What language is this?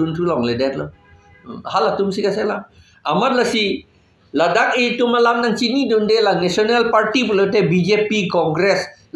Karbi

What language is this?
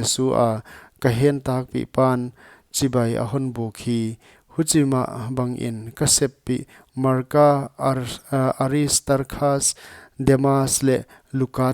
Paite Chin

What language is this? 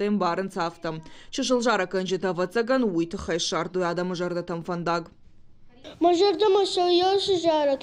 Ossetic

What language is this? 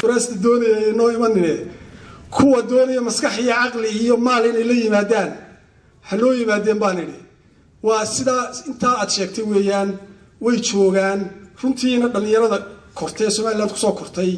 Somali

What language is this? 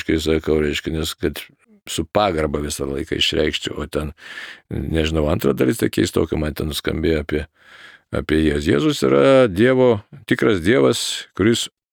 Lithuanian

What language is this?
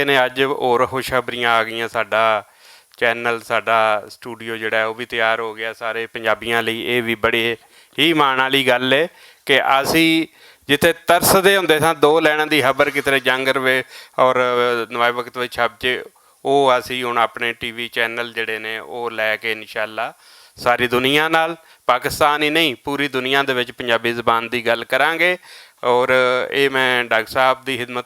Western Panjabi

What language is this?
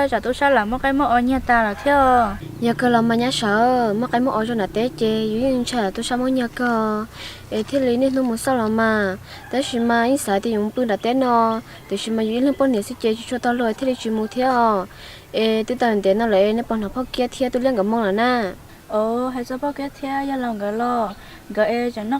Hmong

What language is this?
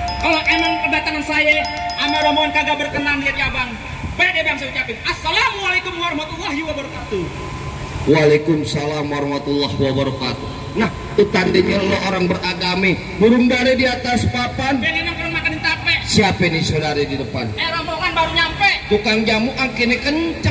Betawi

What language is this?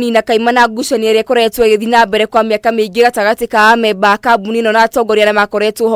Kikuyu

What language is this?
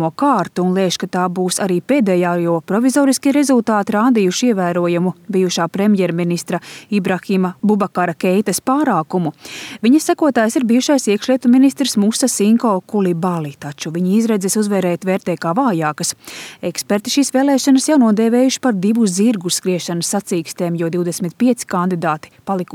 Latvian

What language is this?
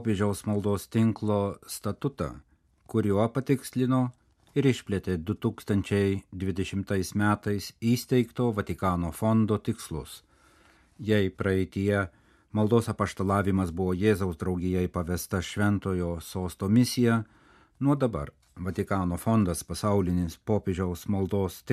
Lithuanian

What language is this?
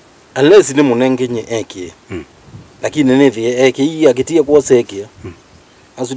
Kamba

